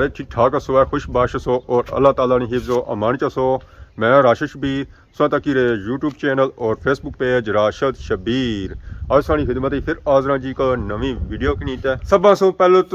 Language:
Pahari-Potwari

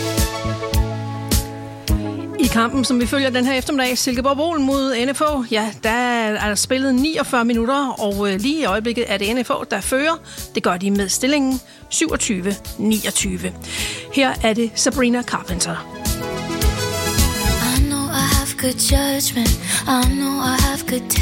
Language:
Danish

